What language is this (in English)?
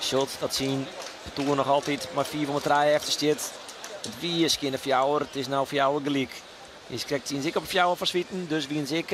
Western Frisian